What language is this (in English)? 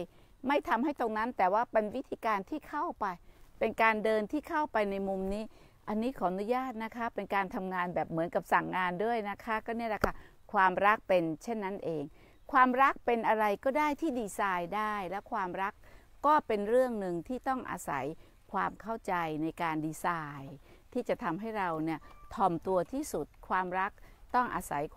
Thai